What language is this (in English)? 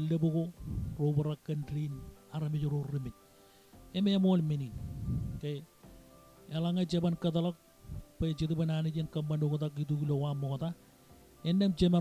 Marshallese